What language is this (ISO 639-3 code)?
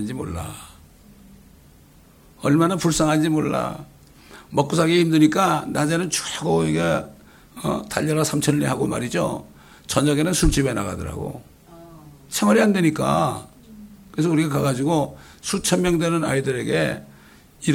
kor